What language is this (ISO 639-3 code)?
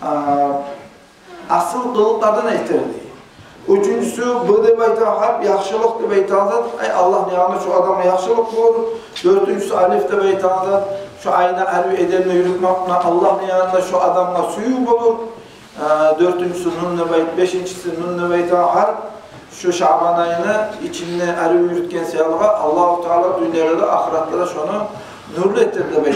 kum